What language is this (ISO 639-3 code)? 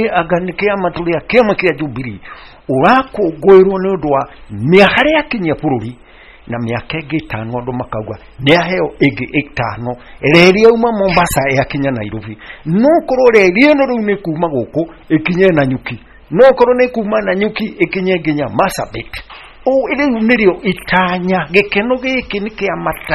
kik